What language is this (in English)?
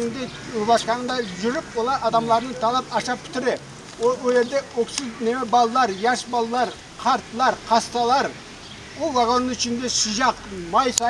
Crimean Tatar